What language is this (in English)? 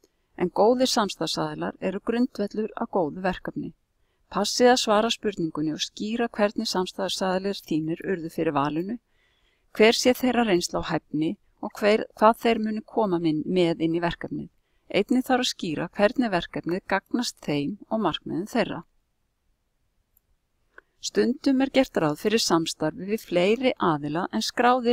Icelandic